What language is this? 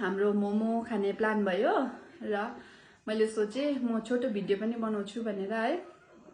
Nepali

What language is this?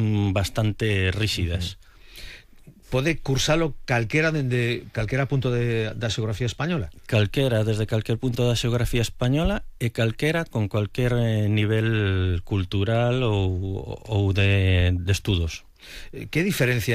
Galician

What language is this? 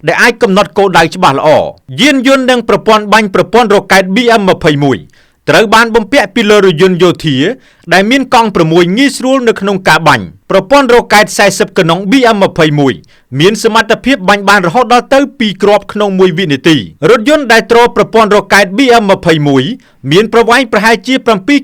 Khmer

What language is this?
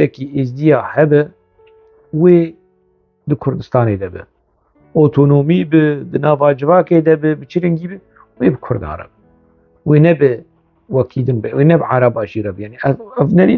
Kurdish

